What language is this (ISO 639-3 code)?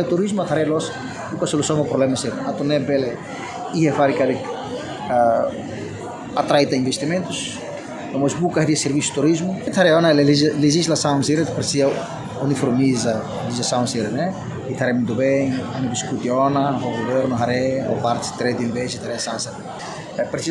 tet